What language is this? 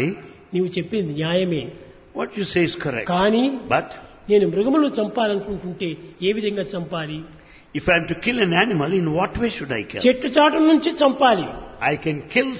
Telugu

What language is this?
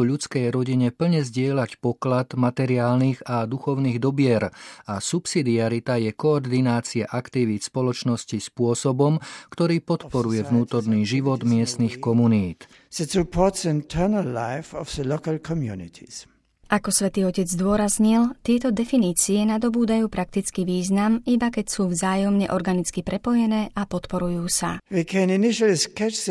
Slovak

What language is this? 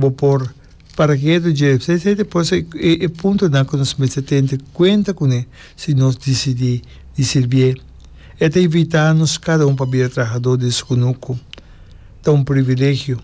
Papiamento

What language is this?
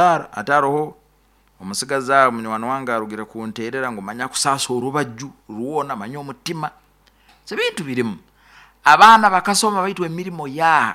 Nyoro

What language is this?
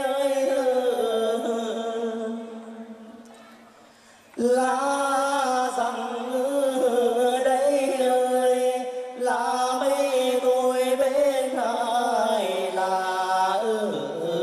Vietnamese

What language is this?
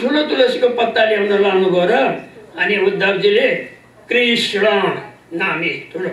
Nepali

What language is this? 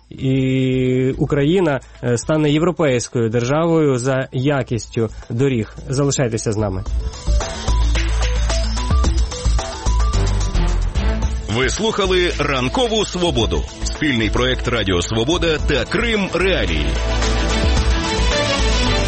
Ukrainian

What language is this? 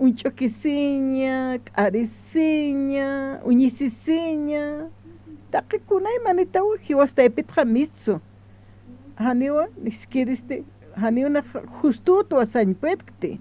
Aymara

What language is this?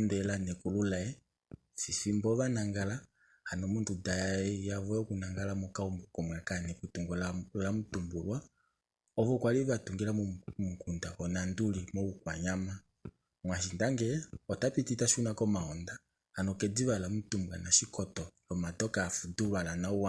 Kuanyama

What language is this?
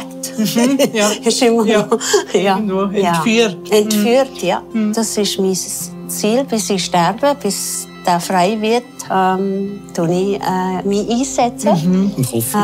Swiss German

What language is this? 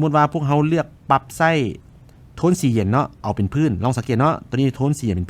Lao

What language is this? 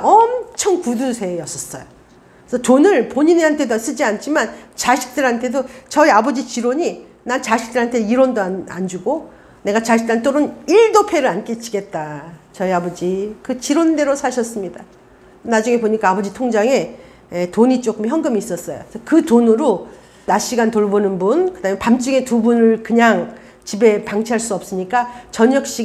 Korean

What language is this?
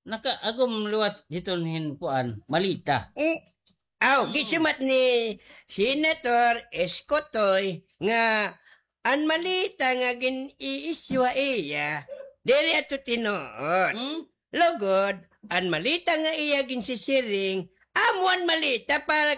Waray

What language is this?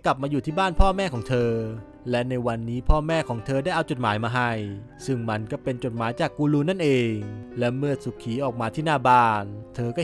Thai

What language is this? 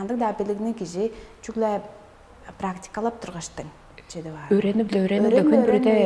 Tuvinian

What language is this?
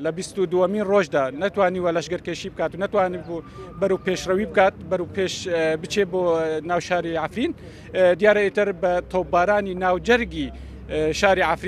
Central Kurdish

